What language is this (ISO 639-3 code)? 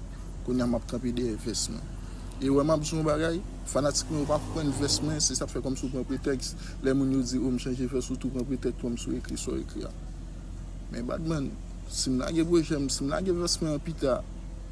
hat